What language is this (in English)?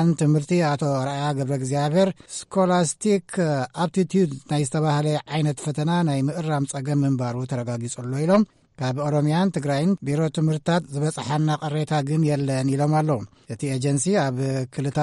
Tigrinya